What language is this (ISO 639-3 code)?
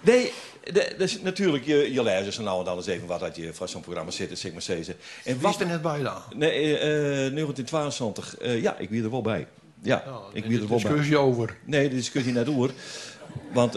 fry